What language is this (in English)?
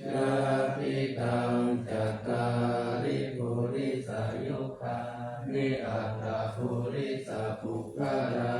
Pali